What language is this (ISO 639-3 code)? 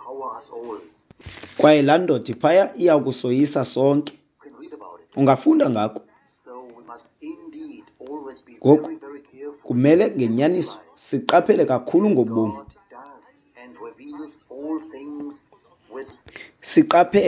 xho